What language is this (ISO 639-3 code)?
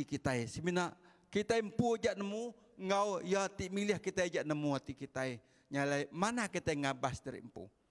iba